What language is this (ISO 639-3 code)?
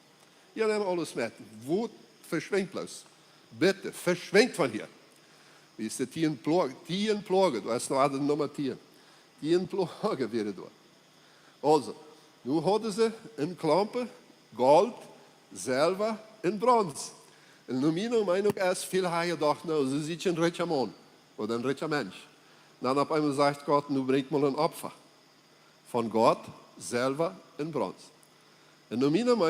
pdt